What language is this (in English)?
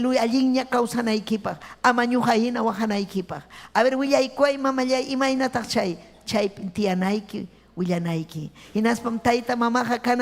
Ayacucho Quechua